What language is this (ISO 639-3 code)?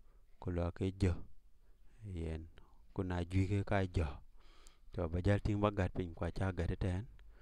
din